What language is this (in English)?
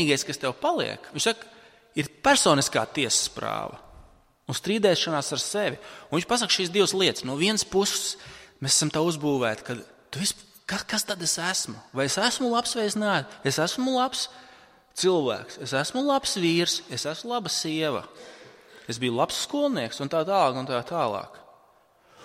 Latvian